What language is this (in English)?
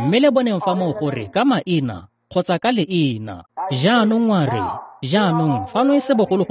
Tswana